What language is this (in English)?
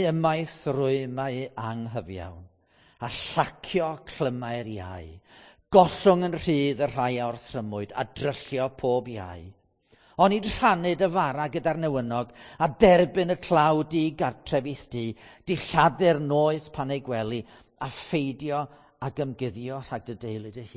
Welsh